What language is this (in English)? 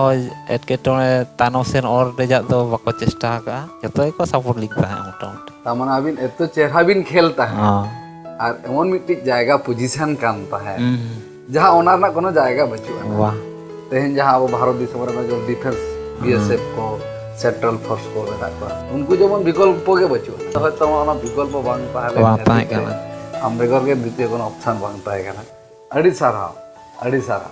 Santali